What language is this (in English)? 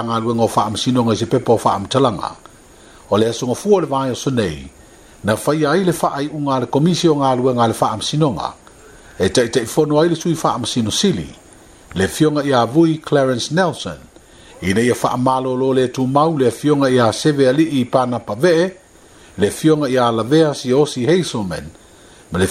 Samoan